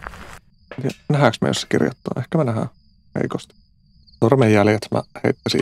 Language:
Finnish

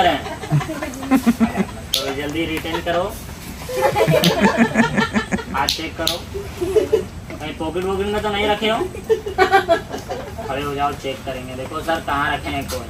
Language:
Hindi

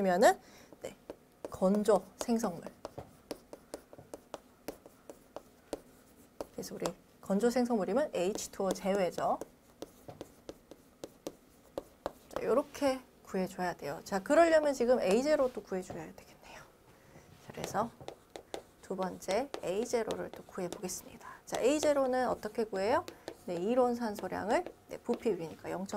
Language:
Korean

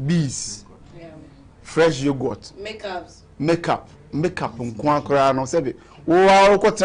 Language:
Akan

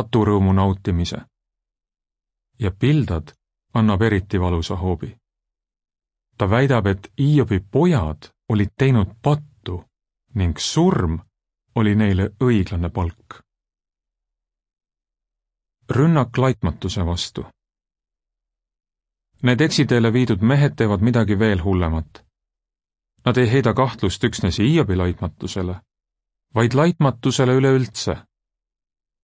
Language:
Estonian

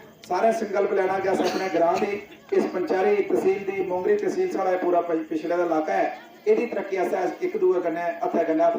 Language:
Dogri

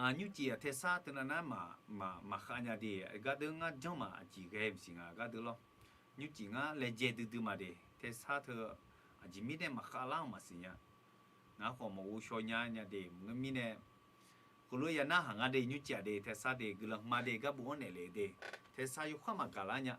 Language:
Akha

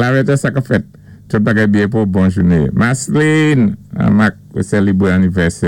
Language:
Saint Lucian Creole French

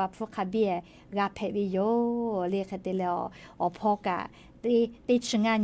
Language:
Lahu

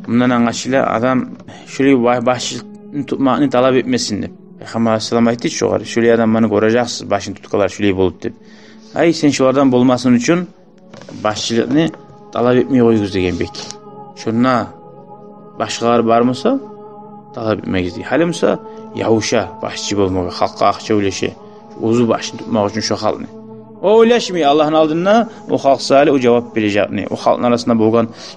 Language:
Kumyk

